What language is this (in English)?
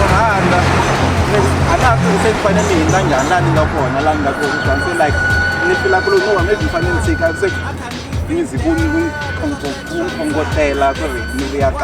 Tsonga